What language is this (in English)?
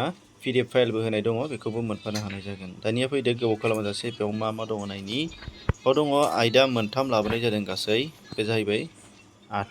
Bodo